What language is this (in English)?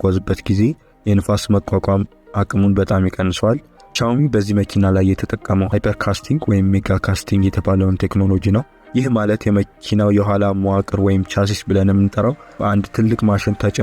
Amharic